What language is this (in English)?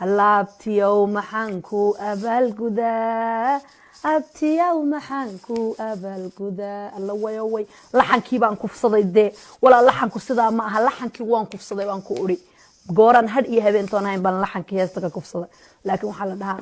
Somali